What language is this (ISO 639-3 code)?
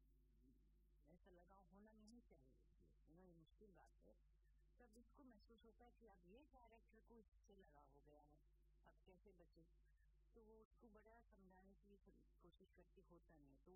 hin